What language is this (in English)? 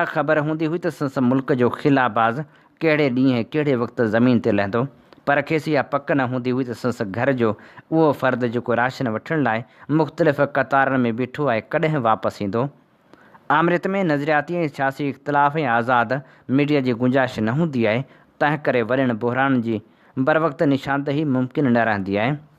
Sindhi